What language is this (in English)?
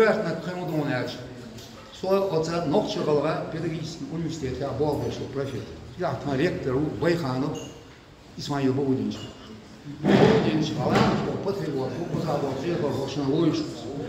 Chechen